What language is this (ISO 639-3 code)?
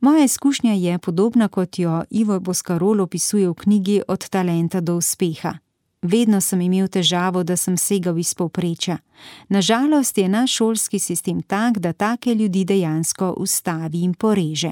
slv